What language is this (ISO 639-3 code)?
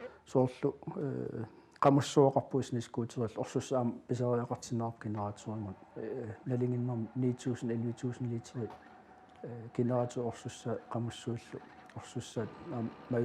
kal